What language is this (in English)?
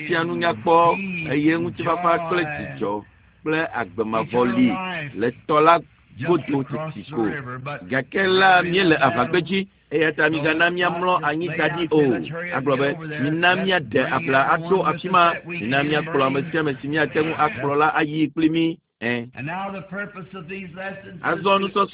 Ewe